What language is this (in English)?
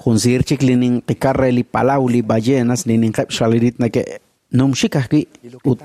Kekchí